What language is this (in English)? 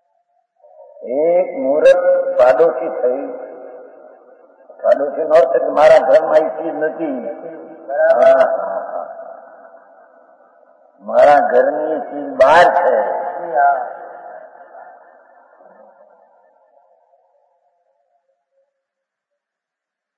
Gujarati